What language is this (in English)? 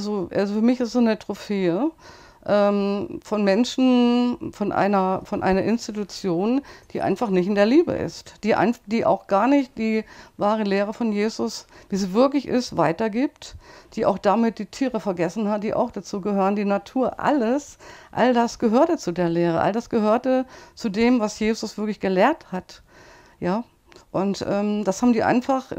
German